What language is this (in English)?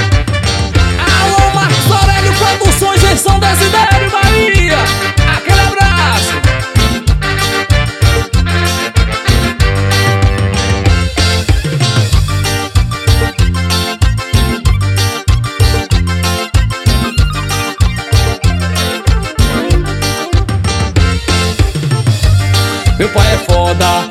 Portuguese